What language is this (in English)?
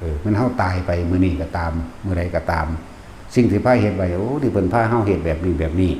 Lao